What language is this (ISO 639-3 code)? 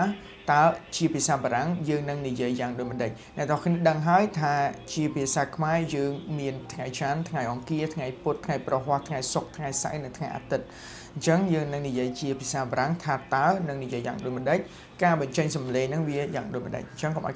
khm